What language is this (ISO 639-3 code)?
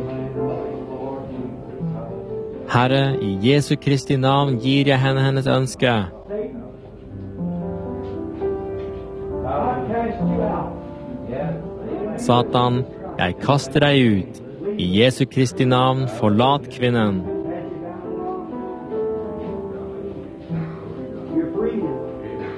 nor